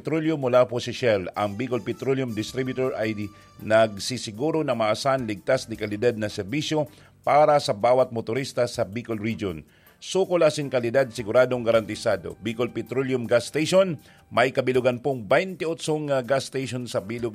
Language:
Bikol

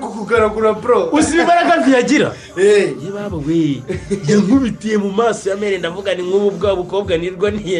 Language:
Kinyarwanda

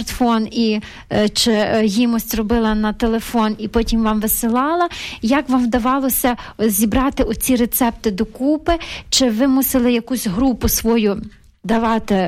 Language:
Ukrainian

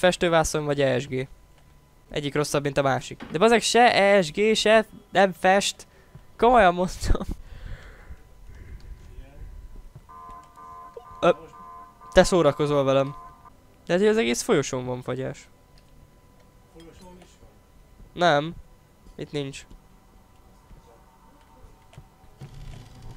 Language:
Hungarian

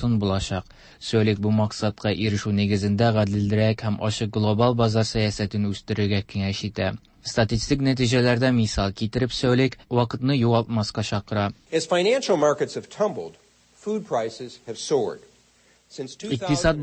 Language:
Tatar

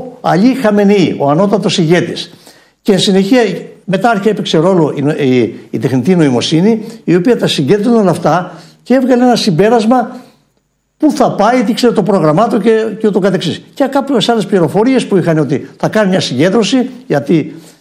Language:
Greek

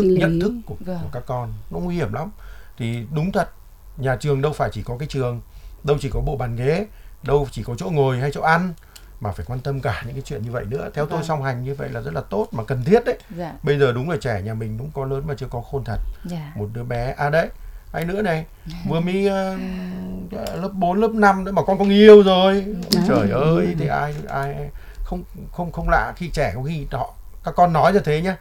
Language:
Vietnamese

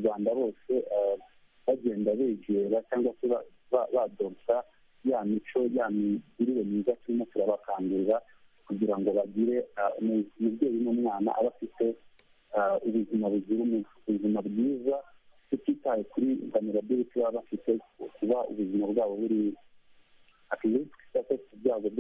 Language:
Kinyarwanda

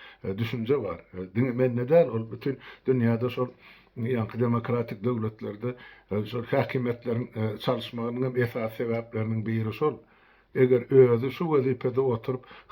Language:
Turkmen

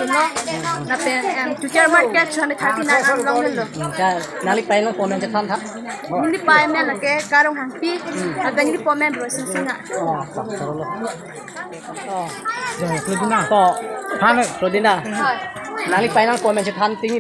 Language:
Karbi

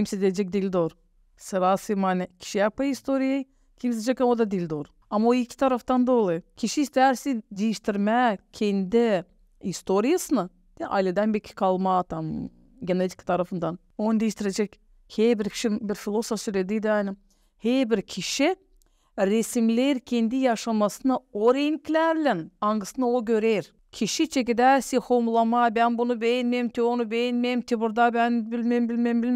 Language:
Gagauz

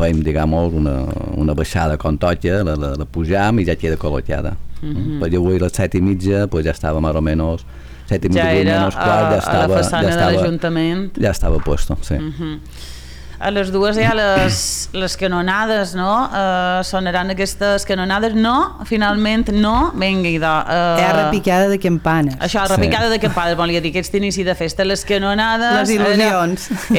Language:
Catalan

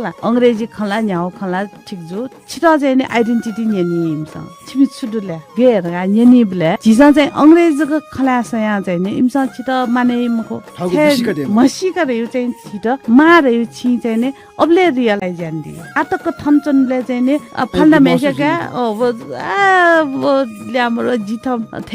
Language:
Newari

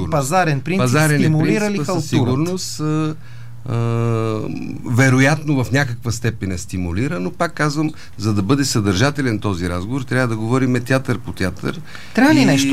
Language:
Bulgarian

